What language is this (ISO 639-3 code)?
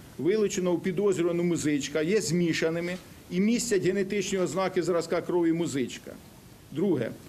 ukr